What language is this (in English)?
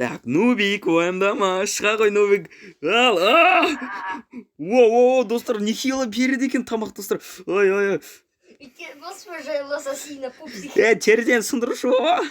Kazakh